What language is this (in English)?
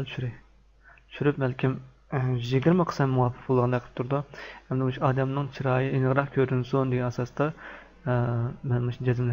Uyghur